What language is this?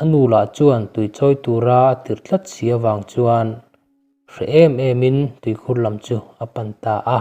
Mizo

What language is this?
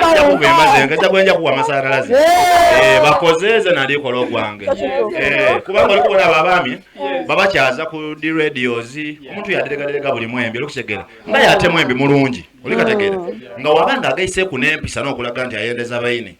Soga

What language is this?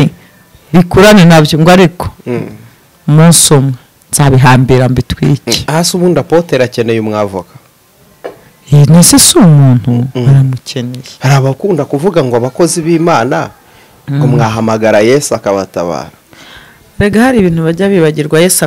Kinyarwanda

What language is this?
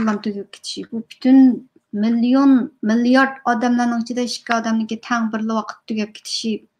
Uyghur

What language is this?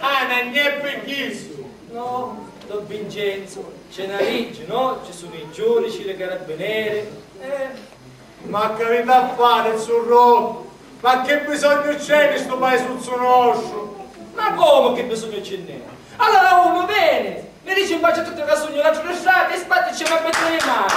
Sicilian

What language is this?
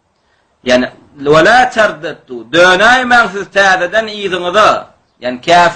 Turkmen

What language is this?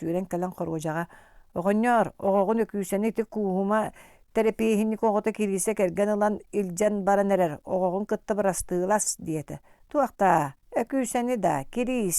Yakut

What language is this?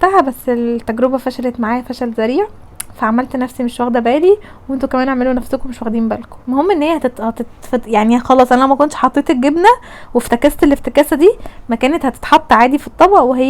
Egyptian Arabic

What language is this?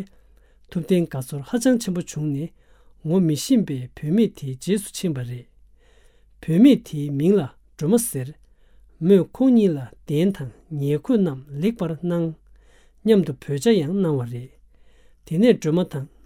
Tibetan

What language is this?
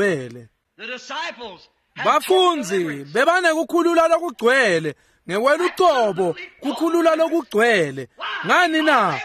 Swati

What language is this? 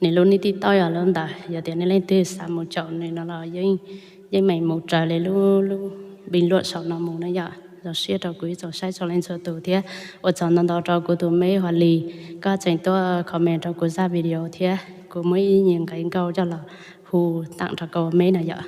Hmong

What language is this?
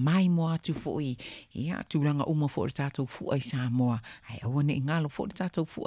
Samoan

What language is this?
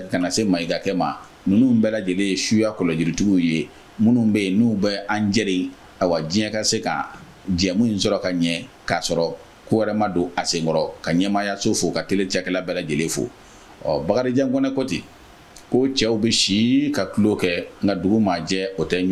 Bambara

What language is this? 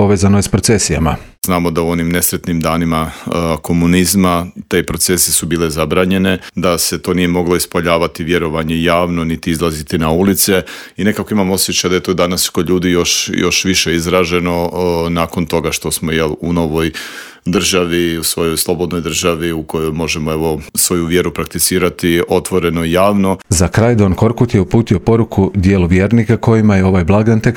Croatian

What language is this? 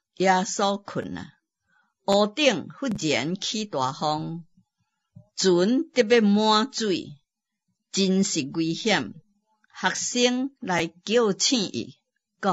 Min Nan Chinese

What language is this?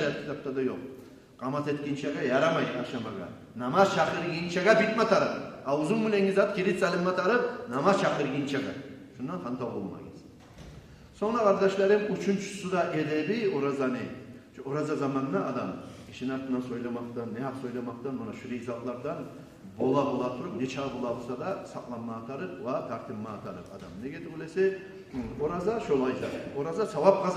Kumyk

